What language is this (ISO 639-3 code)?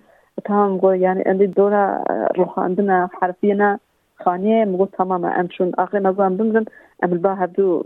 kur